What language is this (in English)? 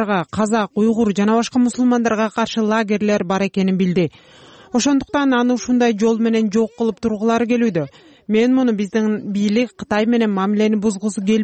Kyrgyz